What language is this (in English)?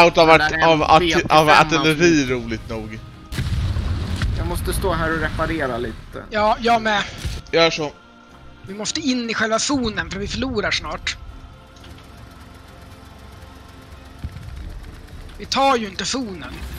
Swedish